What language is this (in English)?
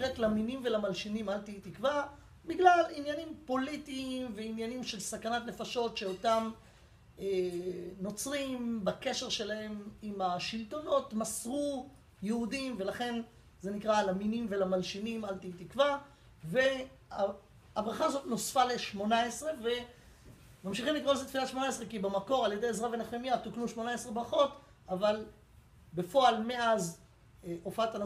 Hebrew